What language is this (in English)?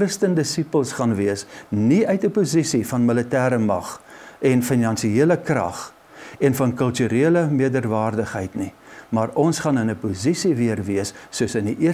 Afrikaans